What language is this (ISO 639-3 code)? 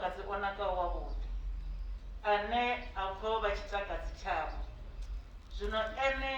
ven